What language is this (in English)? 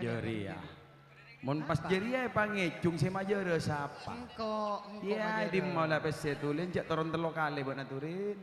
Madurese